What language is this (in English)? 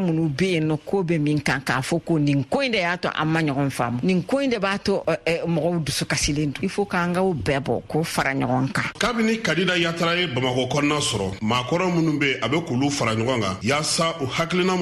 Bambara